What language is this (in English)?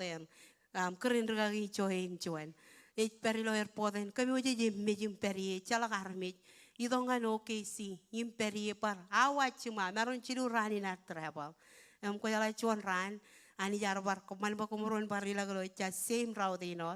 Marshallese